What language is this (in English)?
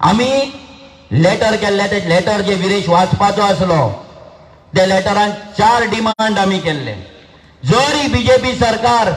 Konkani